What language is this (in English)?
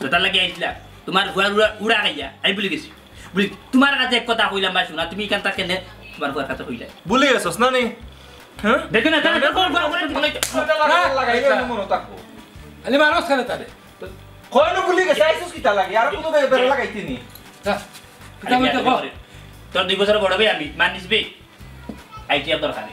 Sylheti